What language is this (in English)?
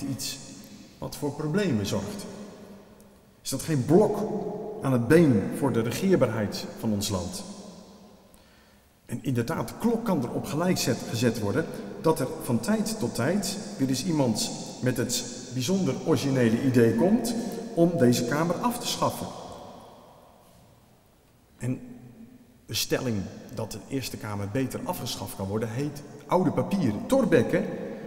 Dutch